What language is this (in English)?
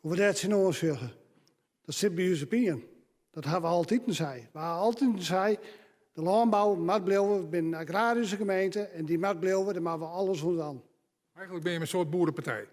Western Frisian